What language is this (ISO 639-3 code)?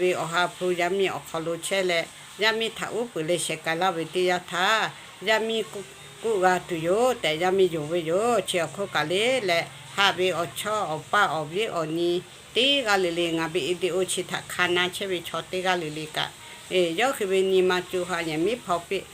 lhu